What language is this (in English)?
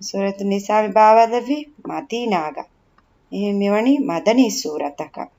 Divehi